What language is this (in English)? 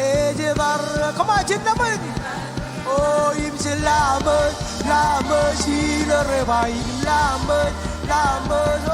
Marshallese